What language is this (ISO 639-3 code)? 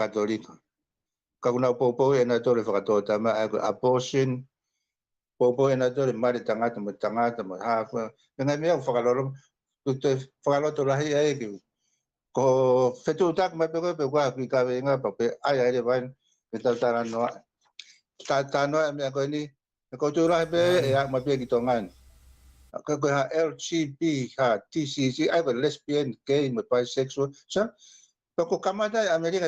ton